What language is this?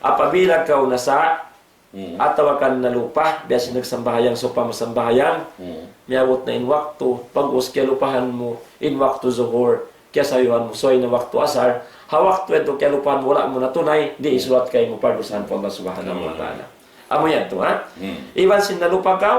Tausug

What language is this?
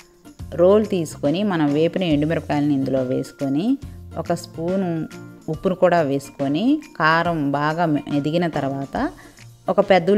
Telugu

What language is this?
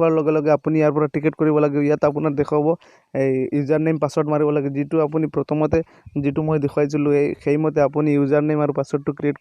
Assamese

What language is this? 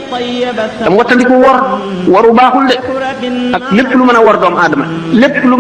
Wolof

